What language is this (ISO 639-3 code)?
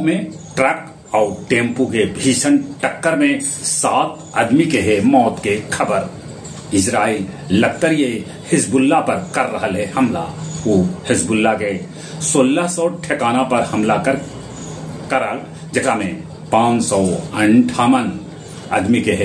mag